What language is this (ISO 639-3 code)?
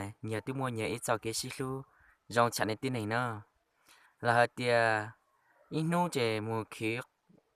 hmn